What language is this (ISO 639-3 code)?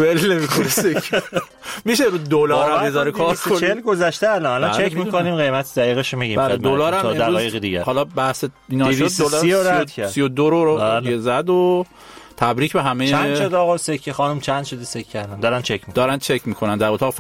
fas